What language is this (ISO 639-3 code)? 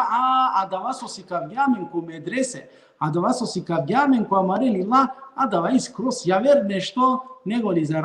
rmn